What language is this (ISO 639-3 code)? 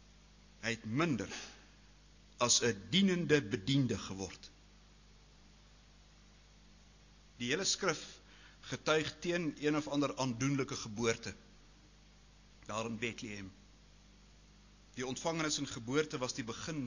afr